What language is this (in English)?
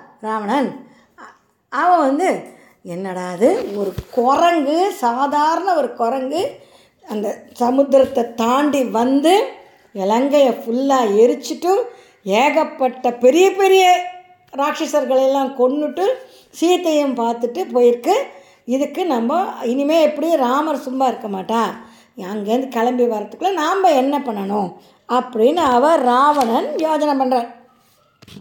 Tamil